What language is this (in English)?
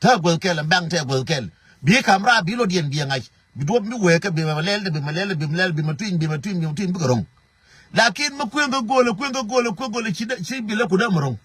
Nuer